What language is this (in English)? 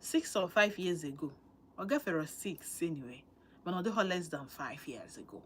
Igbo